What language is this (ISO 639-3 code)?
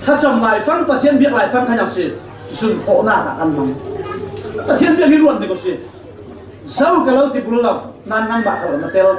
cfm